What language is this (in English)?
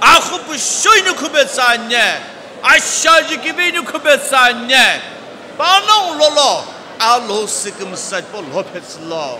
Sumi Naga